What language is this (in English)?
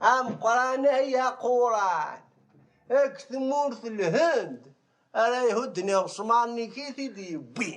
Kabyle